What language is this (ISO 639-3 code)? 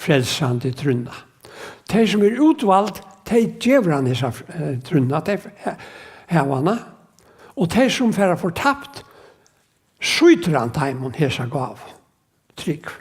fao